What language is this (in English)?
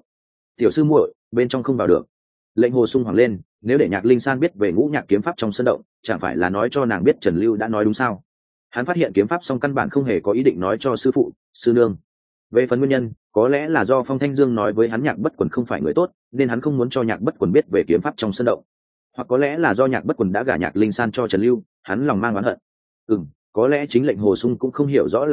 Vietnamese